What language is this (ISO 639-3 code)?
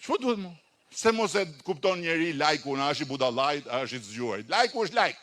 sqi